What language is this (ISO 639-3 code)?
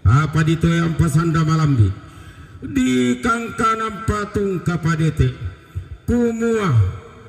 sda